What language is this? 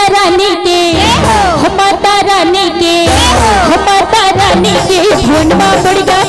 Chhattisgarhi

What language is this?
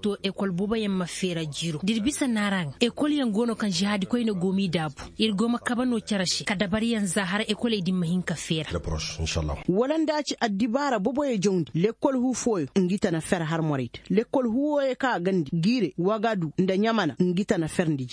Koyraboro Senni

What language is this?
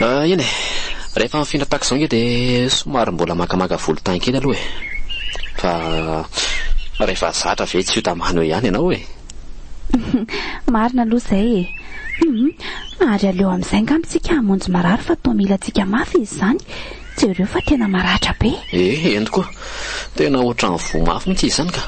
Malagasy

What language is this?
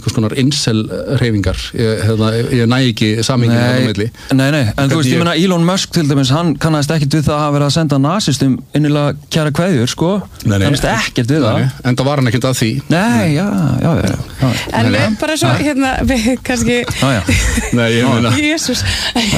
Icelandic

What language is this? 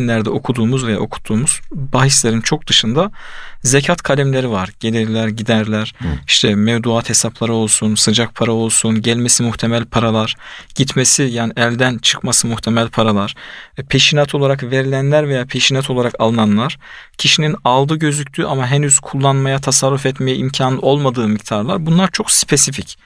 Turkish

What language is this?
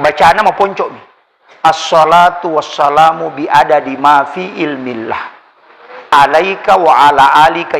Buginese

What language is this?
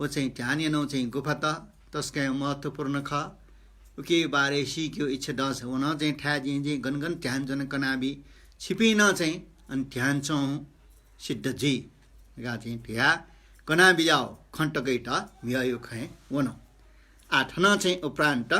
Newari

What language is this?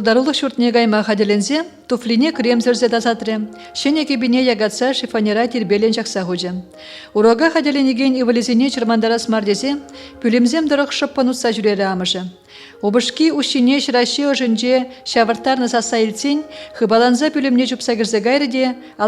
Chuvash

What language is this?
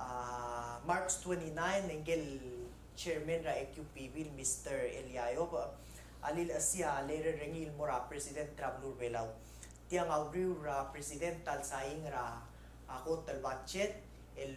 Palauan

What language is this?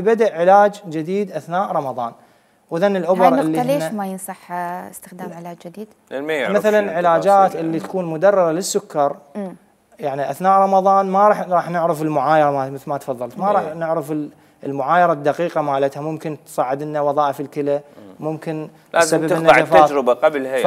Mesopotamian Arabic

